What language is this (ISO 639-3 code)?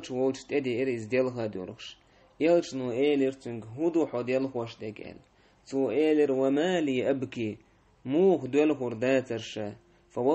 che